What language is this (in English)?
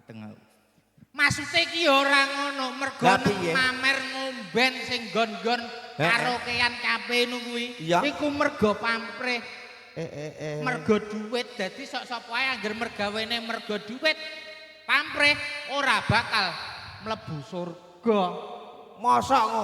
Javanese